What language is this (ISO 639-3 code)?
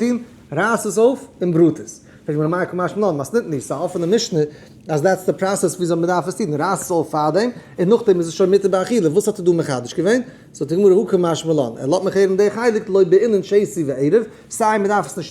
yid